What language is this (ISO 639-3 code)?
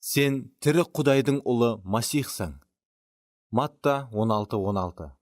kaa